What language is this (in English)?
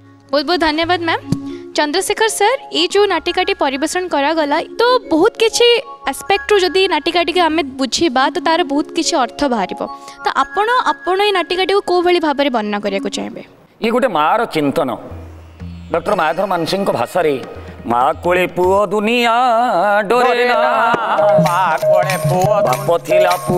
Odia